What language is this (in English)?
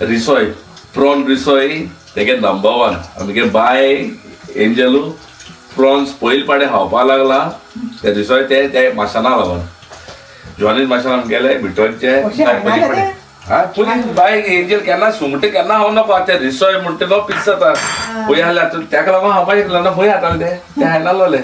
Konkani